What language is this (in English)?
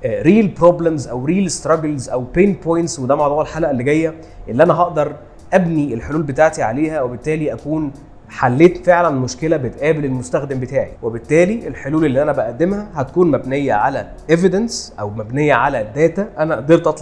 Egyptian Arabic